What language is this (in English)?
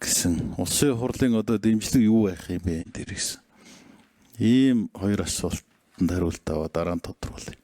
Mongolian